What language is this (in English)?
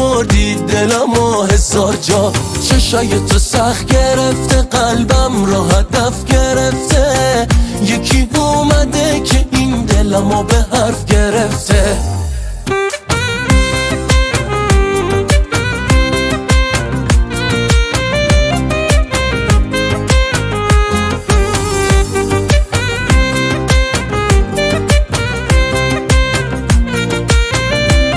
Persian